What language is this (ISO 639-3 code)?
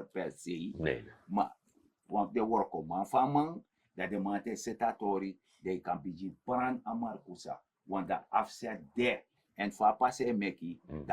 srn